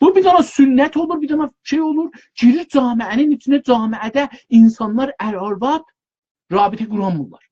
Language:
South Azerbaijani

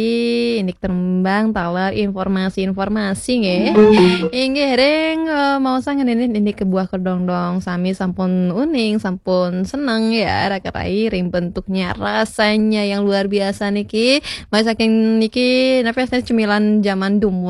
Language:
Balinese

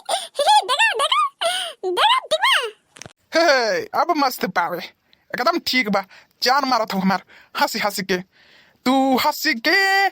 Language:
Bhojpuri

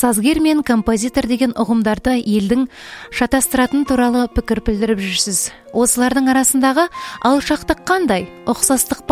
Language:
Kazakh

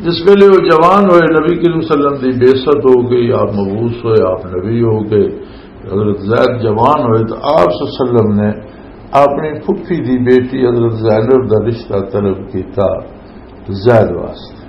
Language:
Western Panjabi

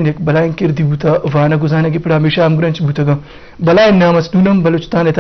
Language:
Eastern Balochi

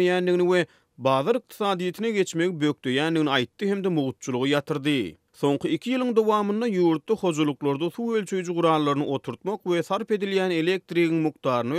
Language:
Turkmen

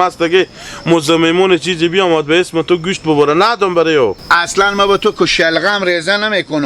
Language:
Hazaragi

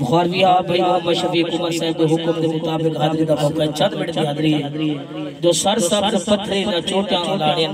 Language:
Saraiki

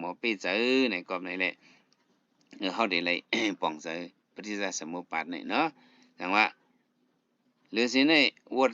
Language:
Shan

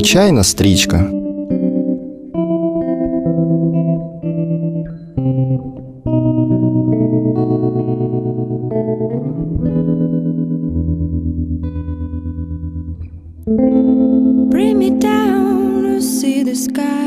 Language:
Ukrainian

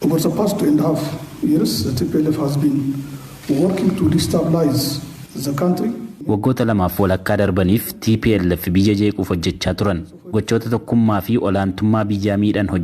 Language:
Oromo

